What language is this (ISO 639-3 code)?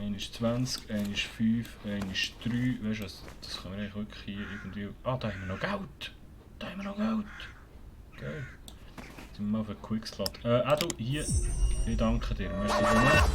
gsw